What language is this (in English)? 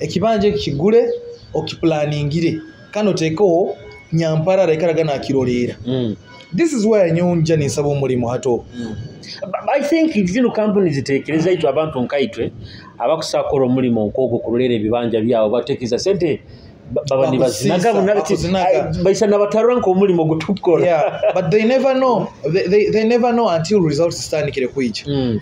Nyoro